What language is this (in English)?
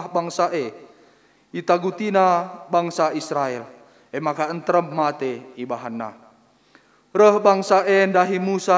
Batak Karo